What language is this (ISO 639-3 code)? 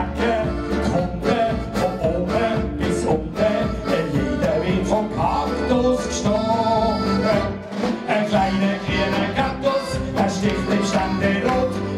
gsw